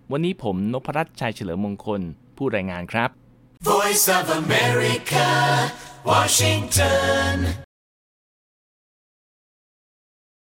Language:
Thai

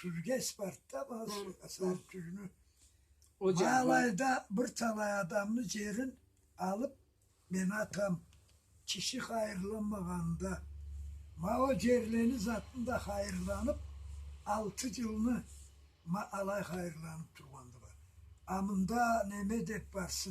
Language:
Karachay-Balkar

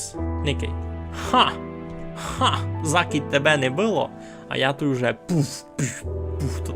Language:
Rusyn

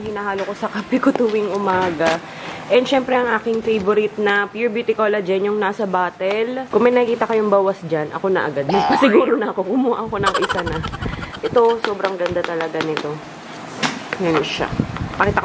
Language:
Filipino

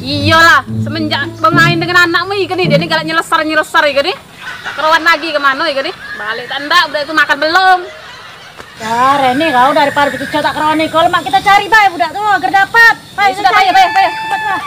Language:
Musi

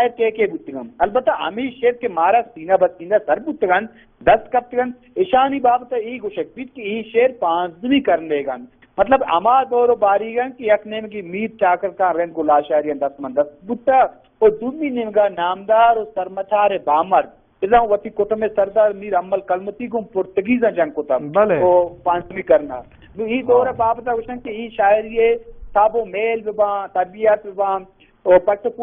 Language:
Baluchi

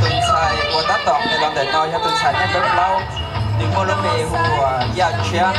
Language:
Hmong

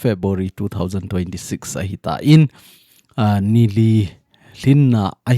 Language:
Thado Chin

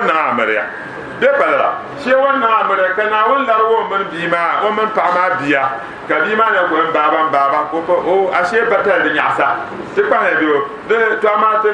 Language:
Dagbani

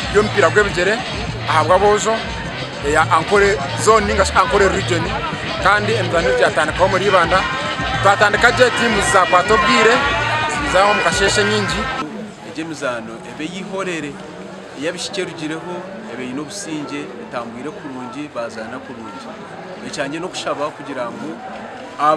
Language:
Nyankole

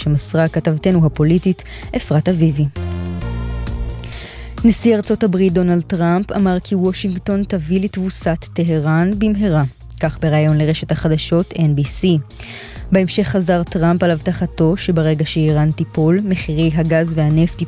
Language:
Hebrew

